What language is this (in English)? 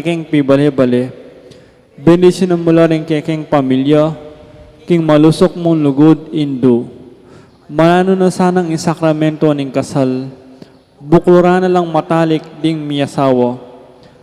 Pampanga